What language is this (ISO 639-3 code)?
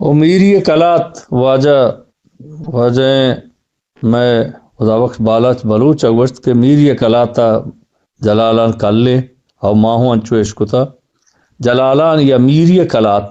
bgp